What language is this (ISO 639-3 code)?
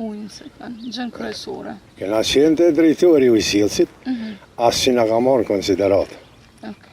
sqi